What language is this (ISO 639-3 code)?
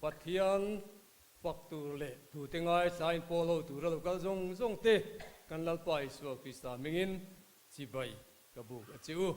lus